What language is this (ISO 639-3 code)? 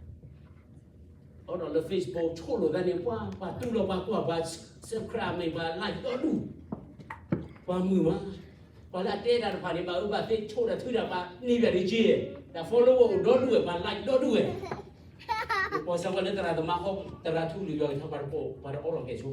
ksw